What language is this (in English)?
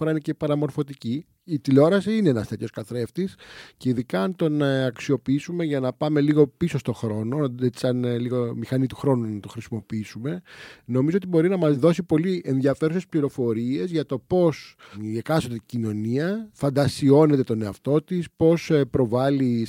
Greek